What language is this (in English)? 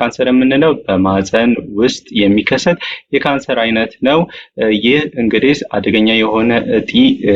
Amharic